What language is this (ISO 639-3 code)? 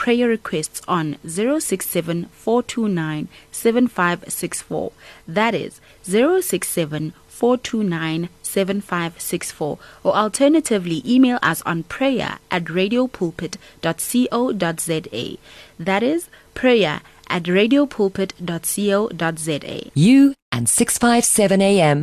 eng